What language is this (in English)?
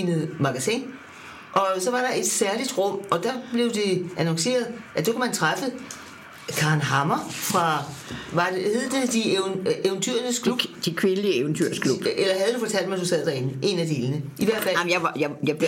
Danish